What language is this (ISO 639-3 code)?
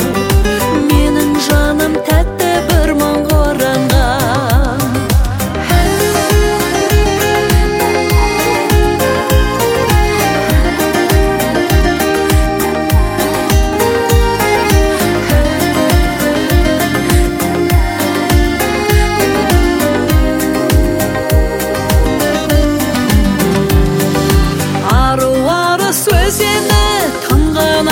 kaz